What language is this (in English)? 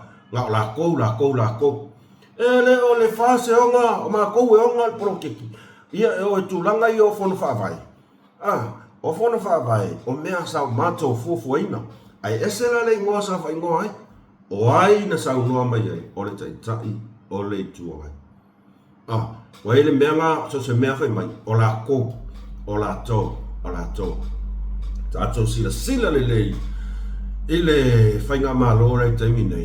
Samoan